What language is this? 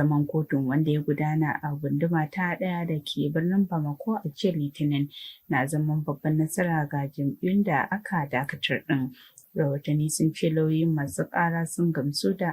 Hausa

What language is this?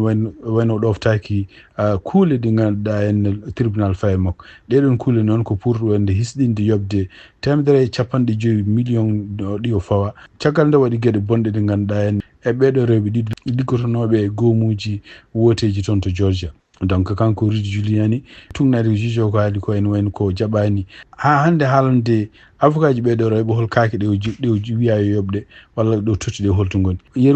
Fula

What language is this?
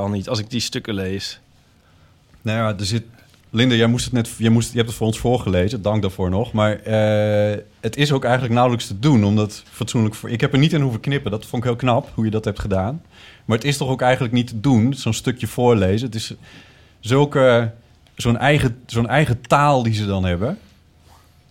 Dutch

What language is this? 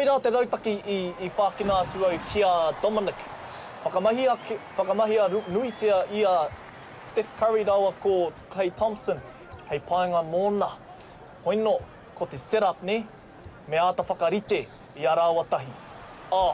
Māori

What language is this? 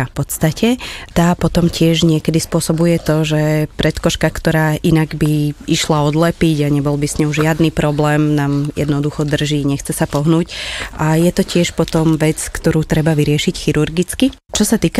Slovak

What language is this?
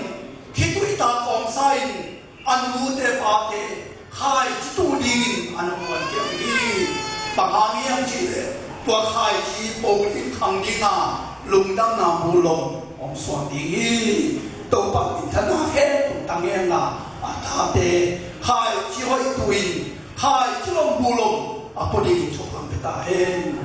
Tedim Chin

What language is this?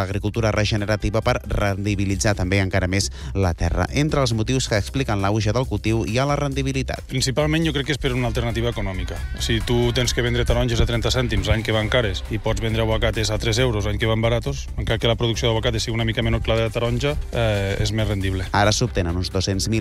Catalan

